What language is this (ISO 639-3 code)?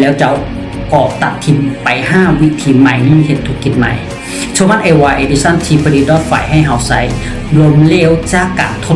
lao